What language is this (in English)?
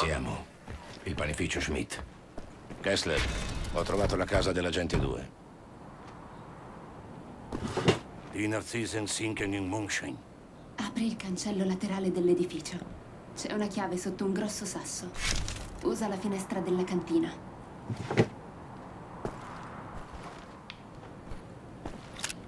Italian